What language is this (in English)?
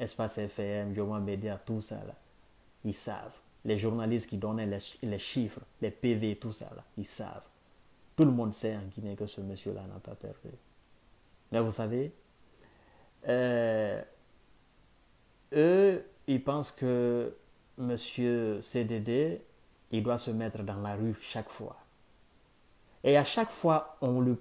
French